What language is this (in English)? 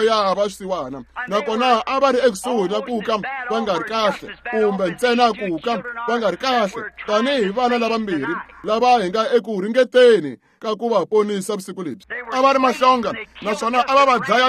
Tsonga